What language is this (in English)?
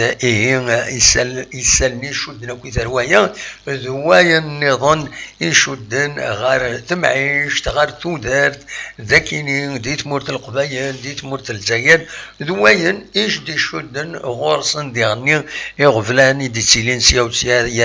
Kabyle